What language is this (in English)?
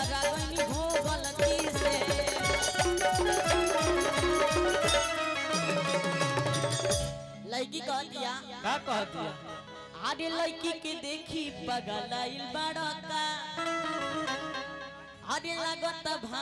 Bhojpuri